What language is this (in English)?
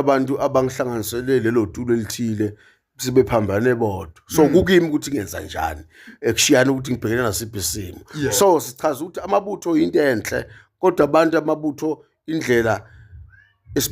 Zulu